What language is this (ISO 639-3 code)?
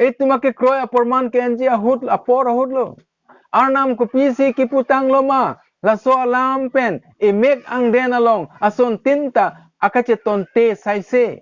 mjw